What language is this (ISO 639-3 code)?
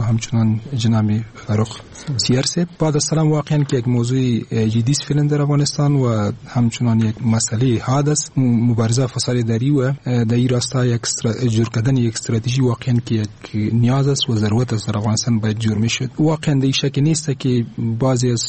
fas